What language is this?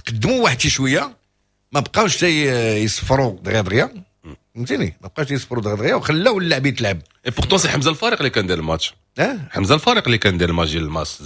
Moroccan Arabic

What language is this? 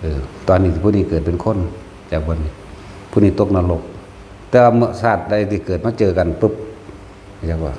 Northeastern Thai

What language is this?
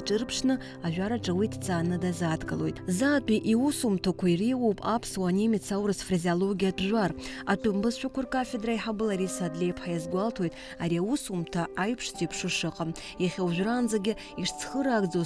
Abkhazian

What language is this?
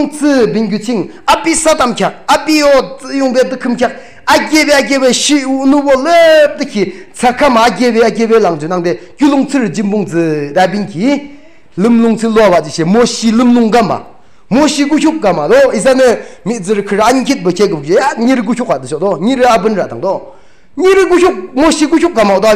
Yimchungru Naga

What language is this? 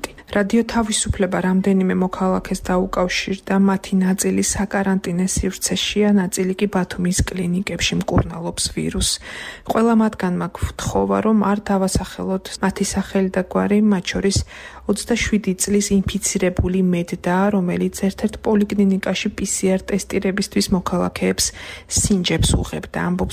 Georgian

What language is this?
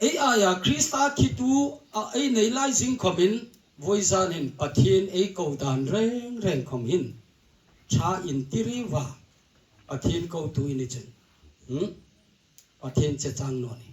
Hmar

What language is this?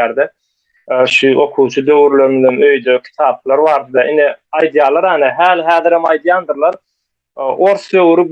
Turkmen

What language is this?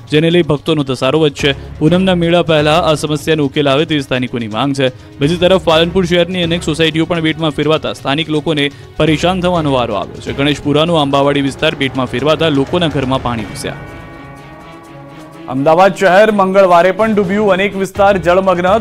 Gujarati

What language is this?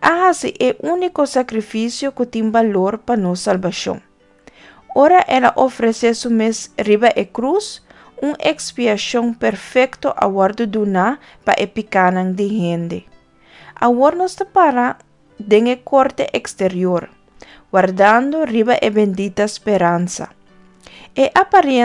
Papiamento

